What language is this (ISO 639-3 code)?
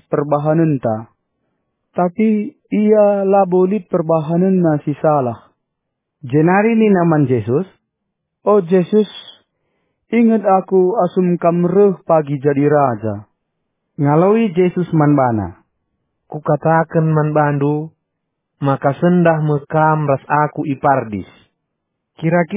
btx